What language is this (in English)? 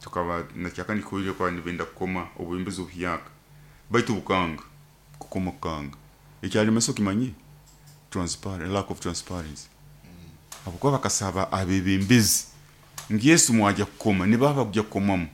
Nyoro